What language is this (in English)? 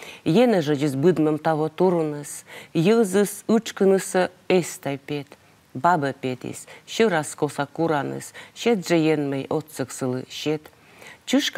Komi